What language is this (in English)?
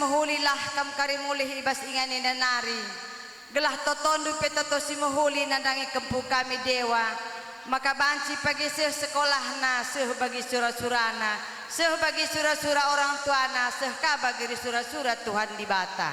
Batak Karo